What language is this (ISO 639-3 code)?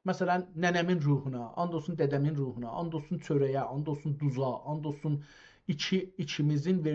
azb